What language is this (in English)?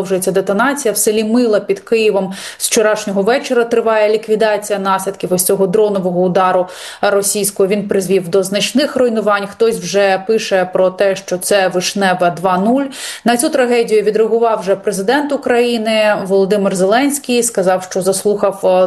Ukrainian